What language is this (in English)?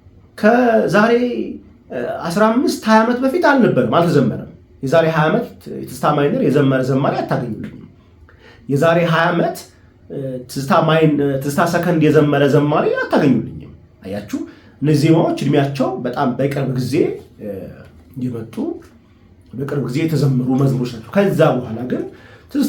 Amharic